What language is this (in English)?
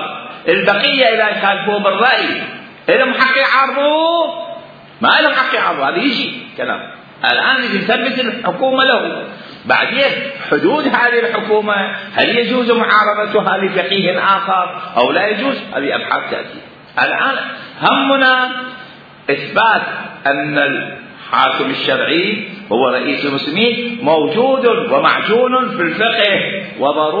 Mesopotamian Arabic